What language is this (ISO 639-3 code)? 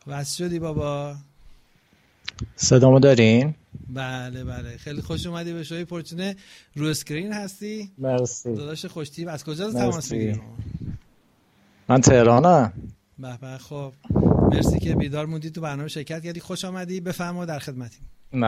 fas